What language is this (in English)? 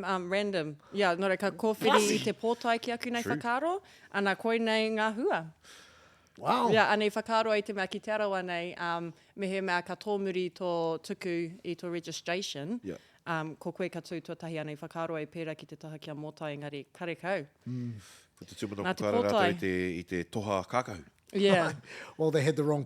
Māori